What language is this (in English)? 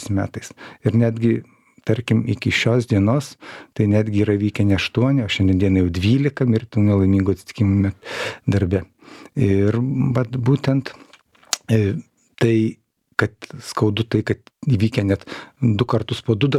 Lithuanian